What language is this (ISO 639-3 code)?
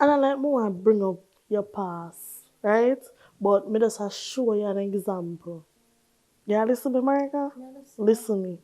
jam